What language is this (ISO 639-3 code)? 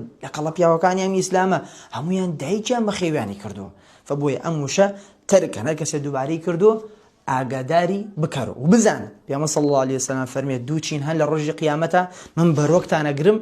ckb